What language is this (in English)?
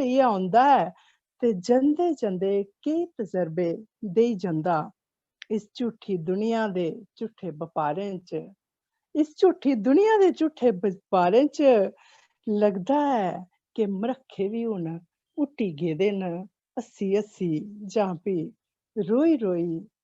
Dogri